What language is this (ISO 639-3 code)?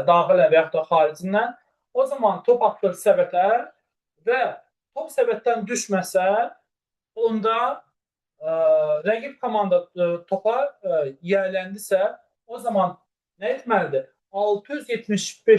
aze